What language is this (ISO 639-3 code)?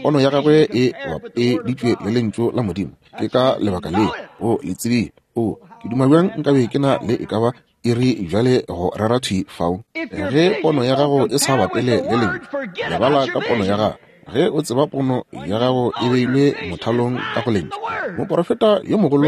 nso